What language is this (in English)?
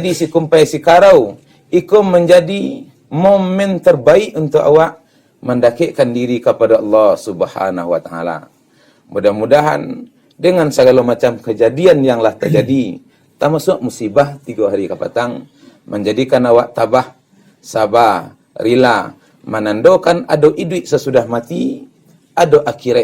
Minangkabau